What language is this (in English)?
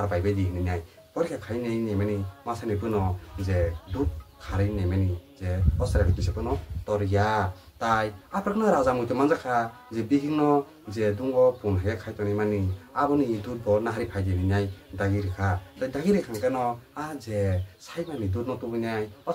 Kok Borok